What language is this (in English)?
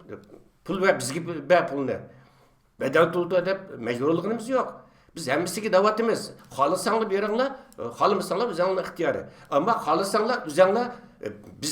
Uyghur